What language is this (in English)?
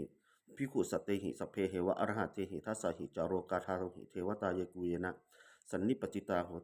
Pali